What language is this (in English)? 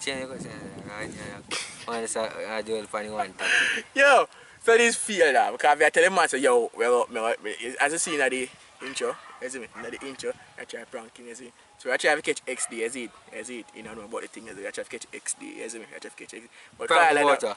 Jamaican Creole English